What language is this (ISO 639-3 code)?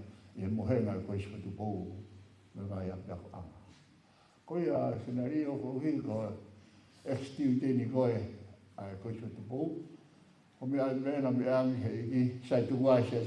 ton